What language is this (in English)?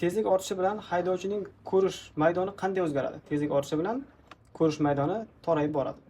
Uzbek